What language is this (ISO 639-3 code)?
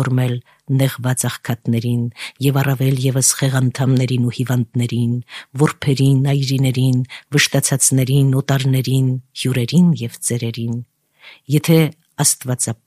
hye